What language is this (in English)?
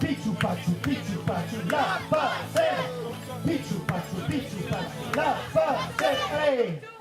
Occitan